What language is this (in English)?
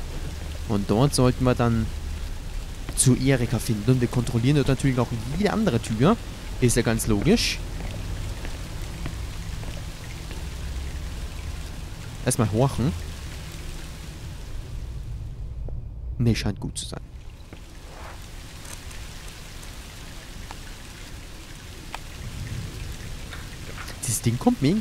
German